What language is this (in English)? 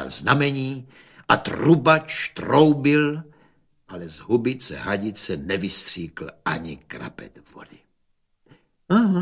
Czech